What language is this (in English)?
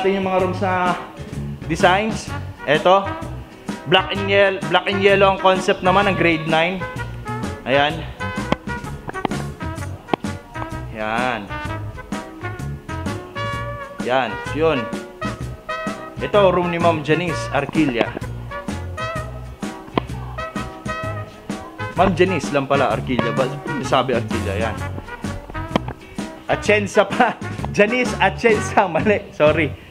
Filipino